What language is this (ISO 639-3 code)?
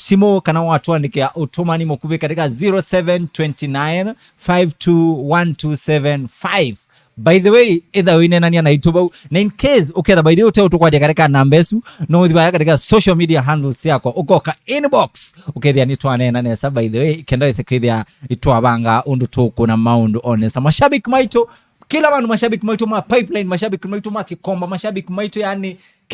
kam